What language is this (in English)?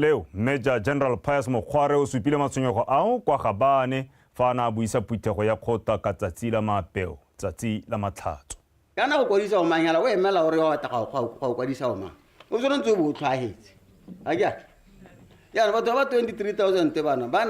Tswana